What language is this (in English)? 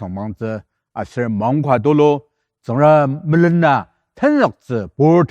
Ao Naga